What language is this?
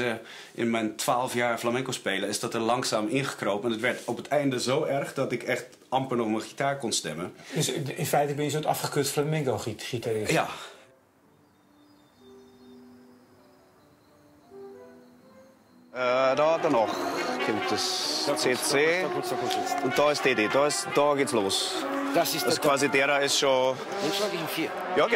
Dutch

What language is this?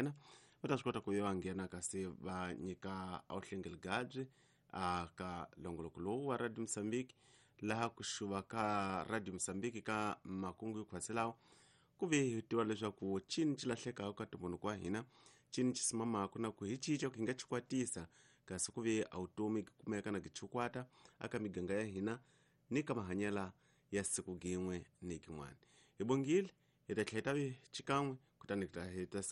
Tsonga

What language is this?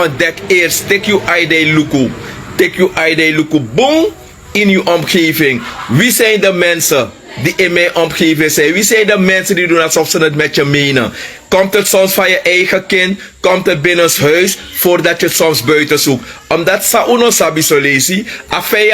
Sranan Tongo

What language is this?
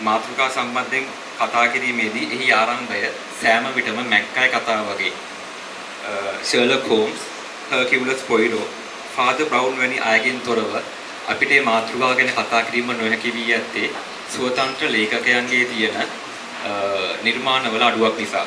Sinhala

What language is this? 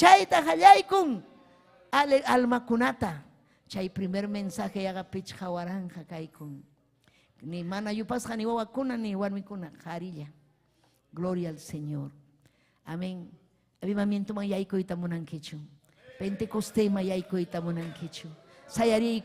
Ayacucho Quechua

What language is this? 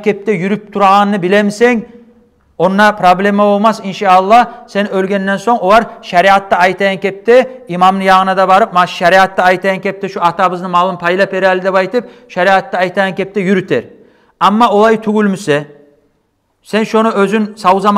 Kumyk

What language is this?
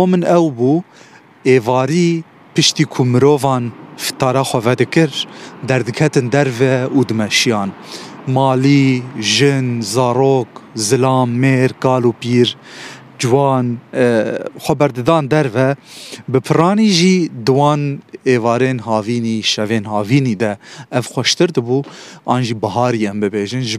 Kurdish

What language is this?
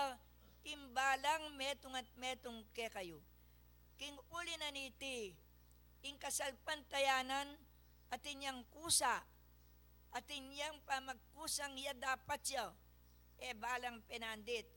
Pampanga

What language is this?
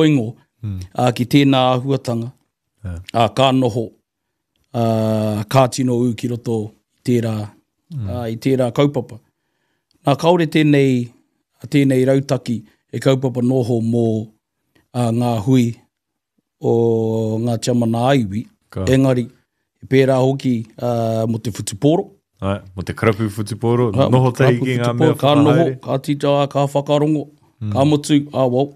Māori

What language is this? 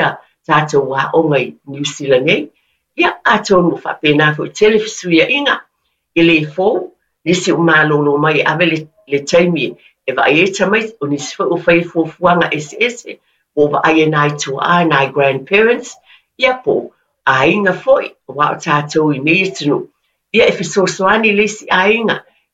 Samoan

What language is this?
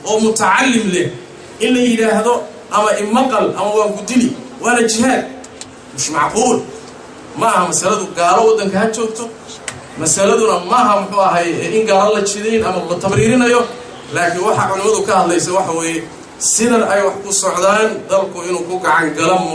Somali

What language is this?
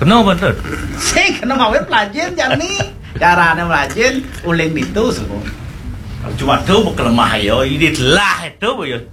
Balinese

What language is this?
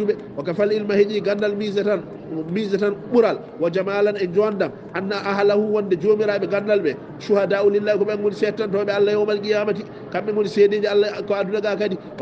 Fula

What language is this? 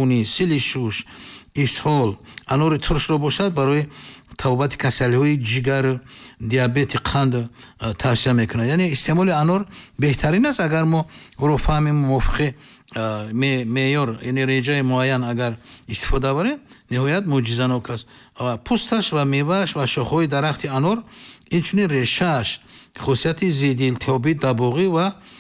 Tajik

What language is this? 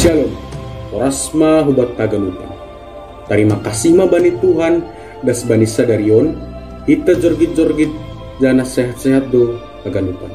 Batak Simalungun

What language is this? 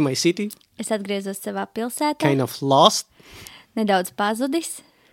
Latvian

